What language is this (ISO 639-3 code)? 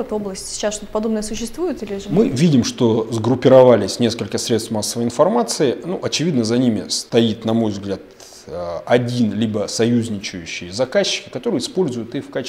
rus